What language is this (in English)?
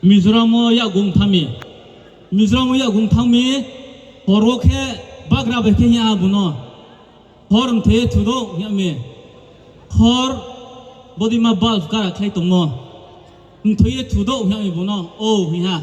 Riang (India)